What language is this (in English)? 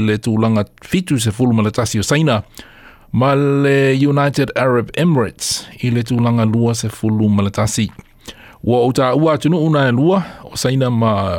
Samoan